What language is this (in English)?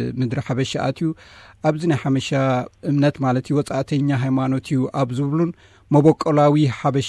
Tigrinya